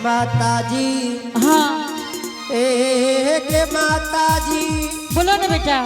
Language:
Angika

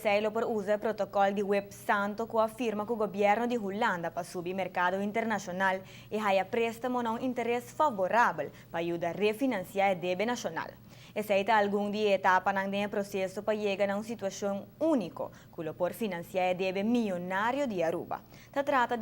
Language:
Papiamento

